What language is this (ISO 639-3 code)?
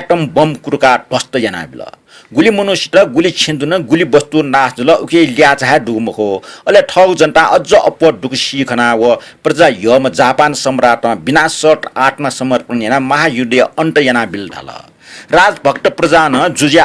new